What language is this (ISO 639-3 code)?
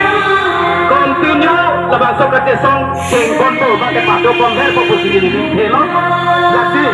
mjw